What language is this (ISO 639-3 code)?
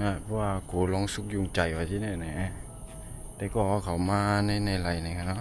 shn